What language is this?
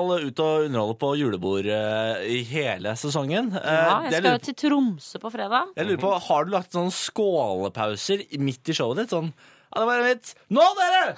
Norwegian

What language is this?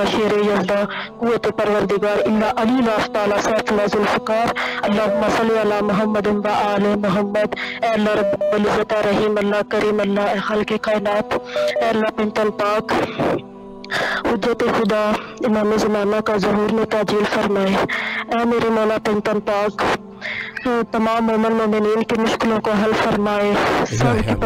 Urdu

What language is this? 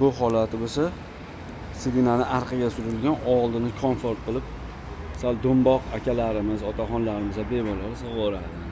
Uzbek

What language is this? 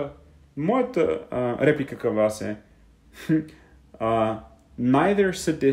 Bulgarian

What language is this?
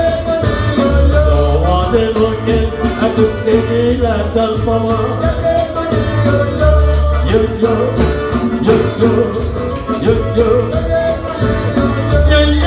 Haitian Creole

